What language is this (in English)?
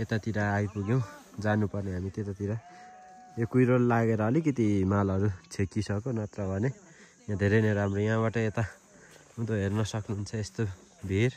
Nepali